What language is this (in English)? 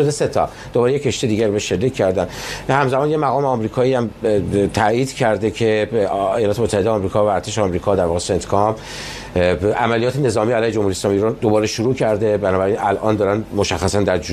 Persian